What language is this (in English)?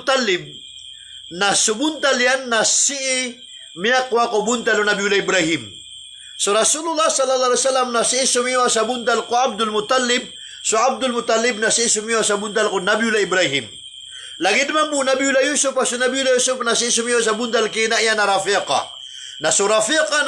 Maranao